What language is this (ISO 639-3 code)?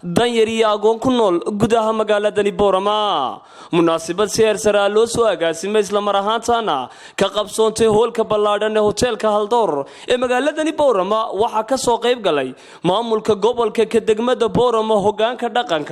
som